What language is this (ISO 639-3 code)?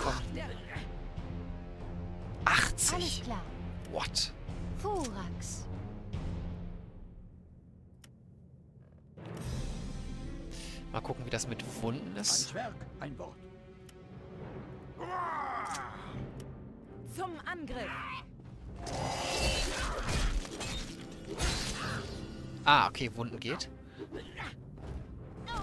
deu